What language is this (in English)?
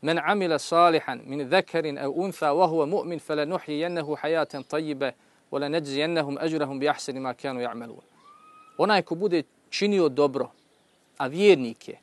Bosnian